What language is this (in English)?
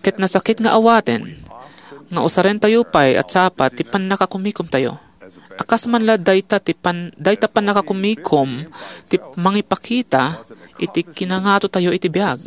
Iloko